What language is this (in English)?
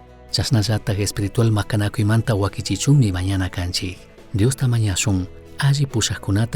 Chimborazo Highland Quichua